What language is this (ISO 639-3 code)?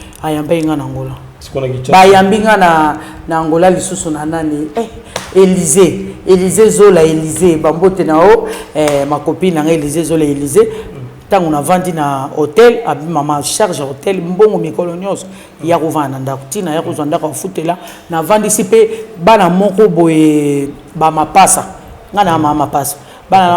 lin